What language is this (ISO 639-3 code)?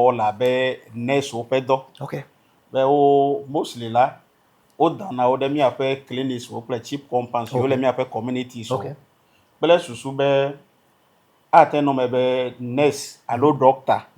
ewe